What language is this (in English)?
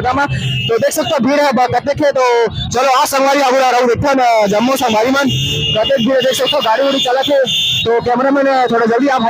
Chhattisgarhi